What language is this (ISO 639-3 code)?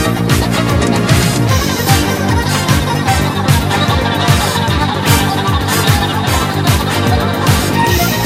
fil